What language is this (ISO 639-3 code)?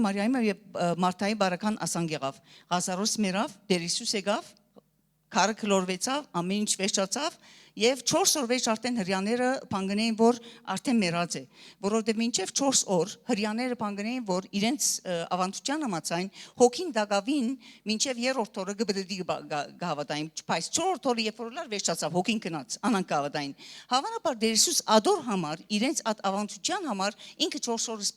hyw